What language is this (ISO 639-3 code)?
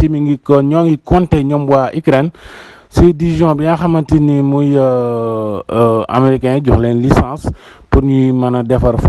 wol